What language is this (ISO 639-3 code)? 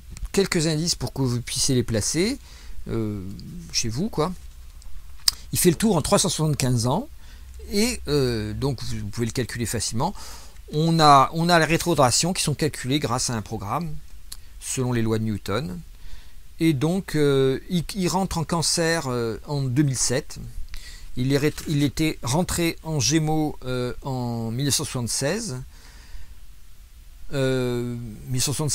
fra